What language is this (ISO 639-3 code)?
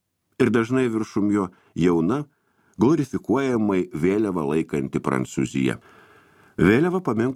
lit